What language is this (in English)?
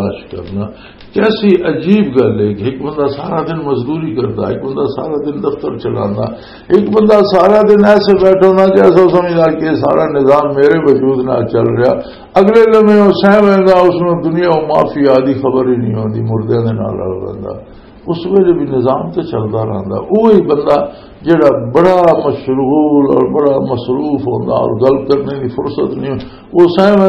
Western Panjabi